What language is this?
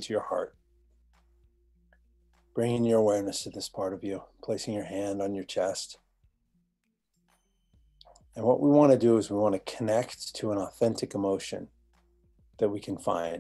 English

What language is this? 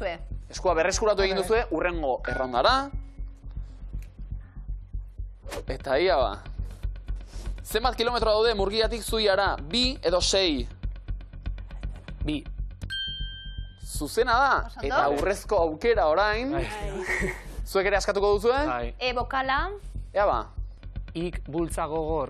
Basque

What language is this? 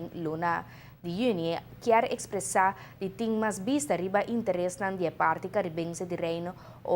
Papiamento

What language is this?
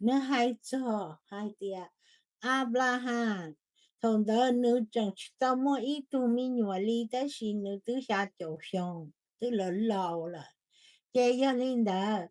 Hmong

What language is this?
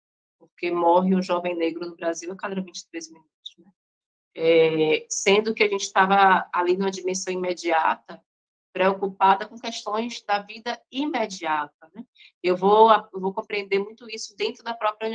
Portuguese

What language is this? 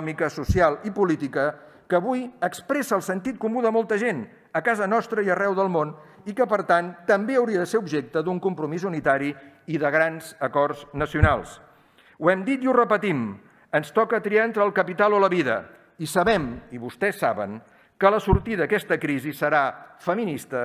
Catalan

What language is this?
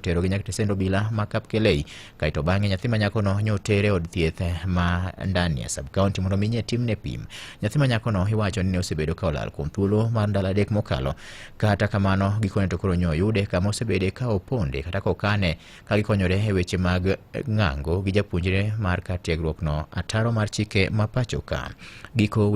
Luo (Kenya and Tanzania)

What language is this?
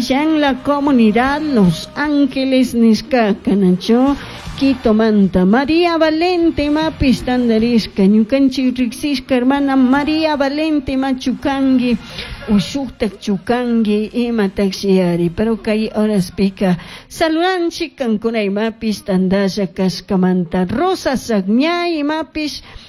Chimborazo Highland Quichua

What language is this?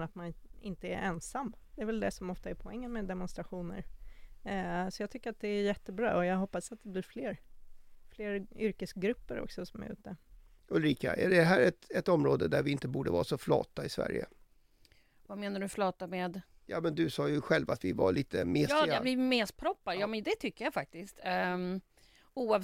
Swedish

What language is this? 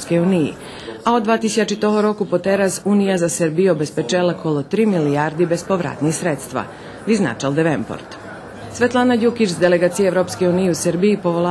Rusyn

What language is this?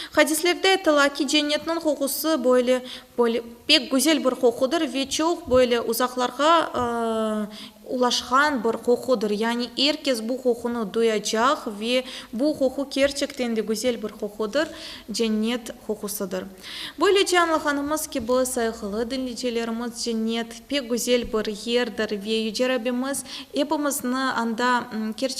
Crimean Tatar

